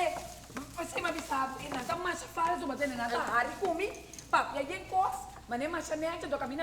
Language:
Papiamento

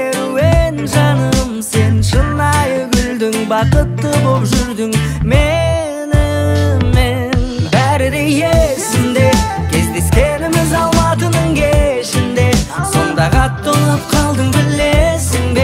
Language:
Kazakh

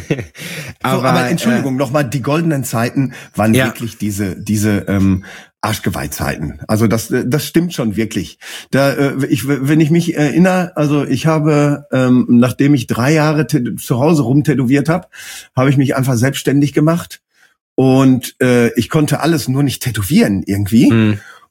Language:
German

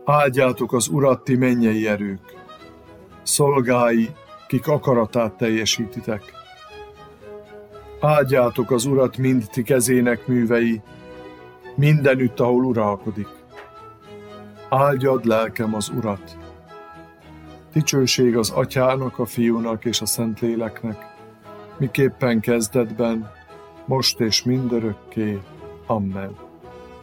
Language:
Hungarian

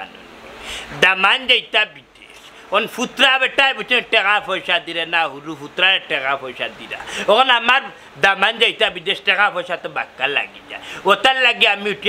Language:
Sylheti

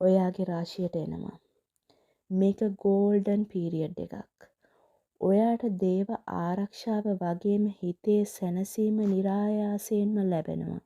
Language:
Sinhala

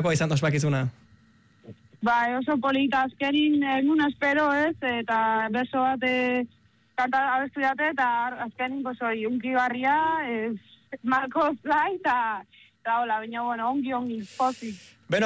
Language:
Basque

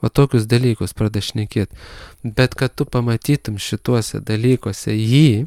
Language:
Lithuanian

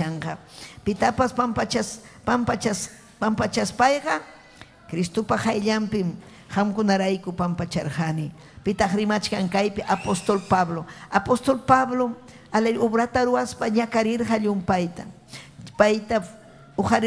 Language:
Ayacucho Quechua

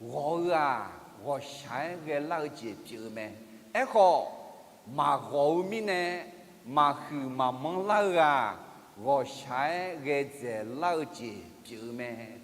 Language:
Akha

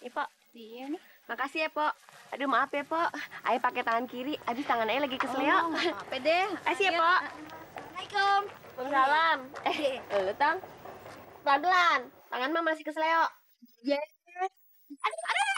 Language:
Betawi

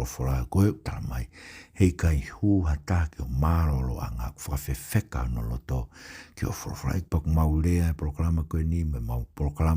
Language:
Tongan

